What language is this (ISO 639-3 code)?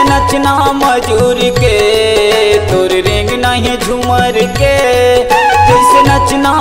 hne